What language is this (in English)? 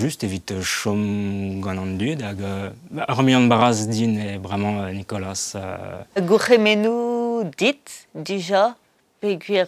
Breton